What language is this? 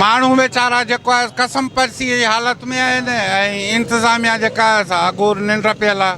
Sindhi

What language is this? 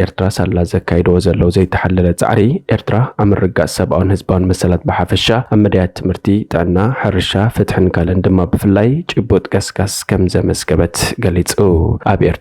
Tigrinya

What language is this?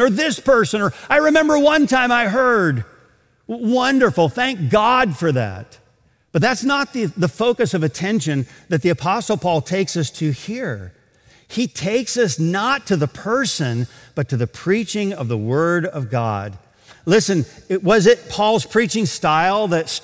English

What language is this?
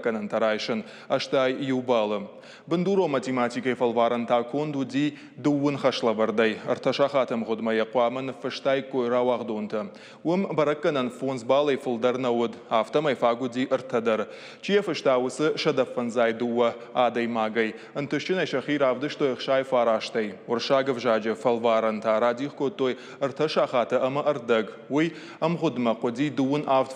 Ossetic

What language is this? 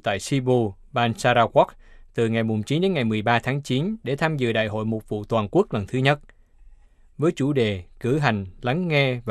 Vietnamese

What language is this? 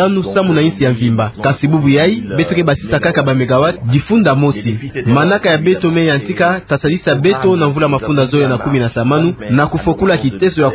Kituba (Democratic Republic of Congo)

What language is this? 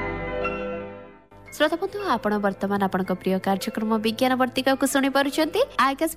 Odia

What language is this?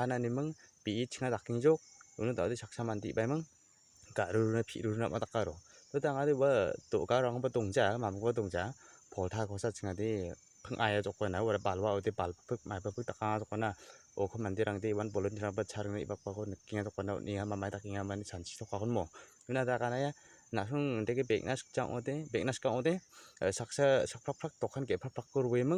Garo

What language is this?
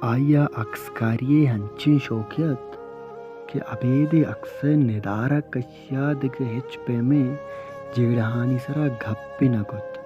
Baluchi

